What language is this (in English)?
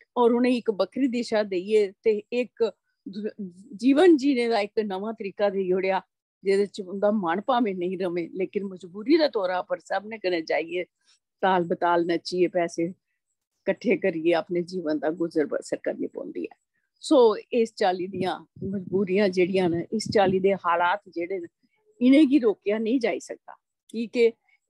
Dogri